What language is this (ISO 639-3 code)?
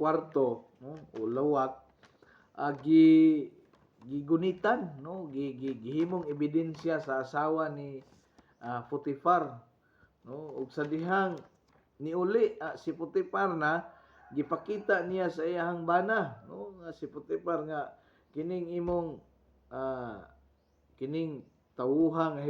ceb